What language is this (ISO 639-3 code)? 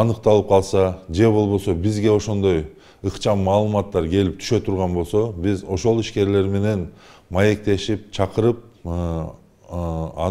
kir